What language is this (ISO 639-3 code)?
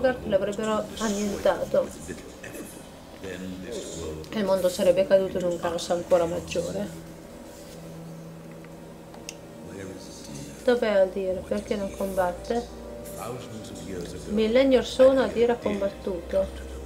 ita